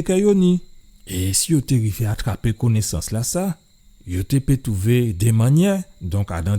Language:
Guadeloupean Creole French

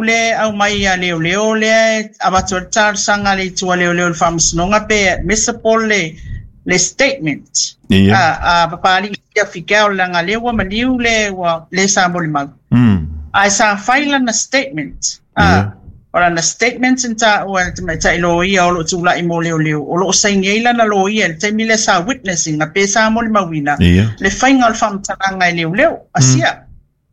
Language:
Samoan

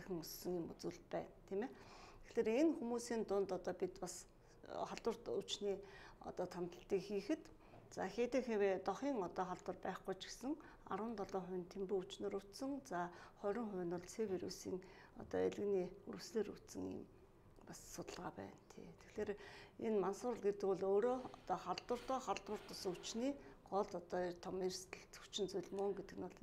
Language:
Mongolian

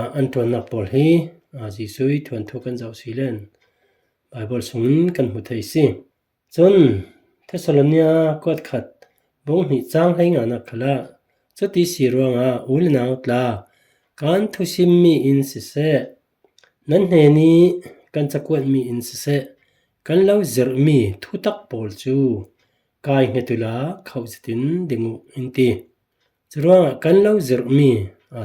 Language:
Falam Chin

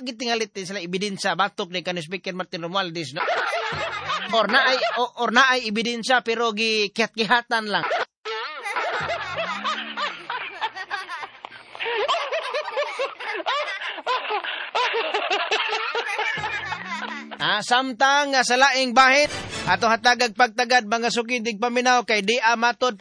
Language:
Cebuano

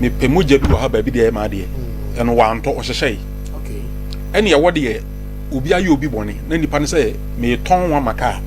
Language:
Akan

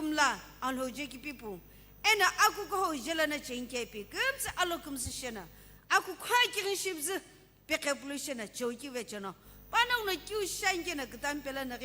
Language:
Sumi Naga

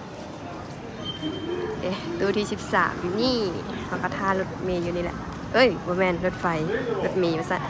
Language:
Lao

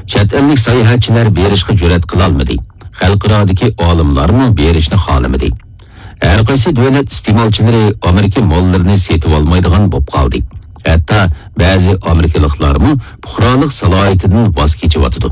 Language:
Uyghur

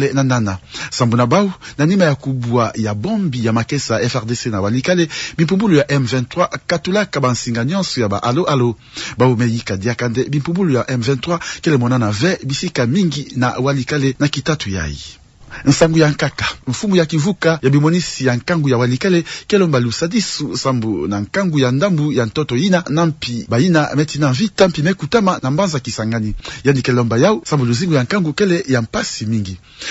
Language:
Kituba (Democratic Republic of Congo)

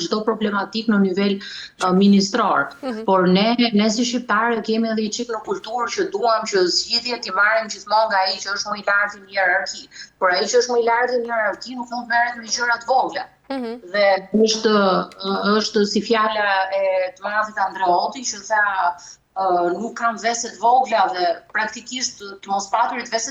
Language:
Albanian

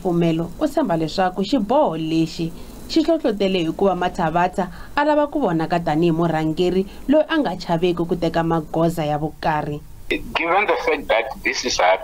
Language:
Tsonga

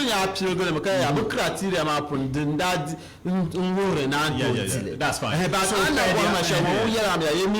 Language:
Dagbani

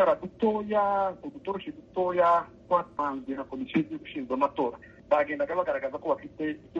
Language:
Kinyarwanda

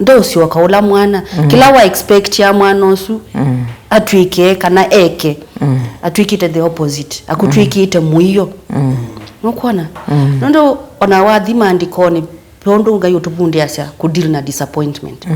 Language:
Kamba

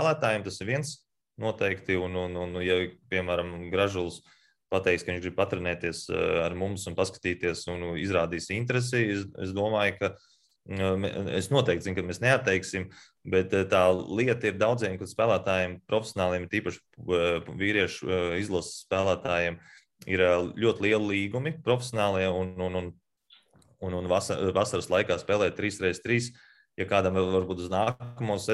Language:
Latvian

